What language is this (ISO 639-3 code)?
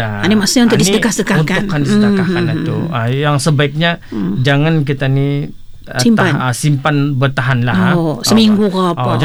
msa